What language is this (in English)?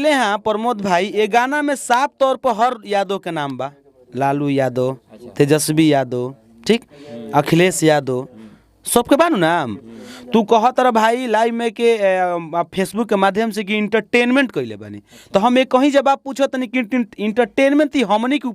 Bhojpuri